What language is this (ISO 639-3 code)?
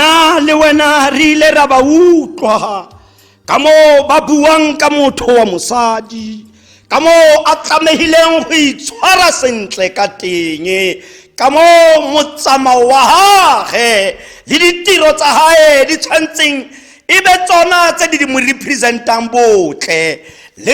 tsn